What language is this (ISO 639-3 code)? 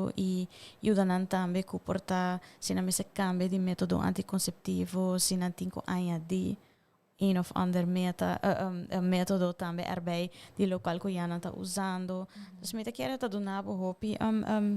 pap